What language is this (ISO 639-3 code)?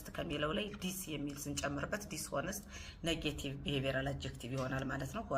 amh